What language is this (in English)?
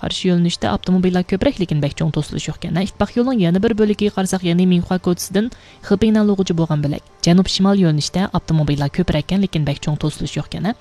Uyghur